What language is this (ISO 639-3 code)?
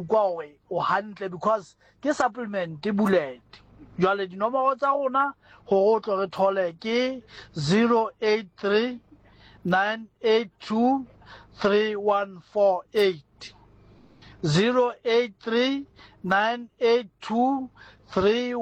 sot